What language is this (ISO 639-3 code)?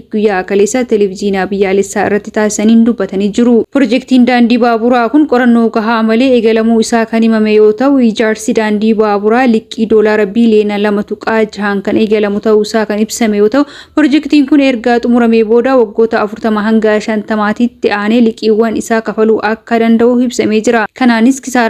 orm